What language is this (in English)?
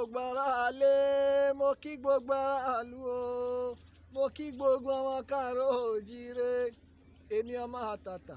Yoruba